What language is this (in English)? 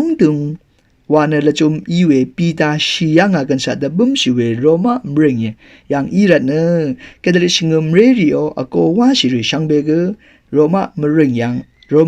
Rawang